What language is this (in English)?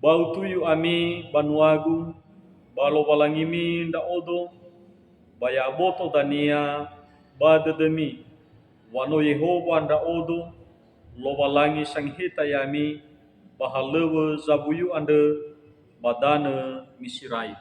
Nias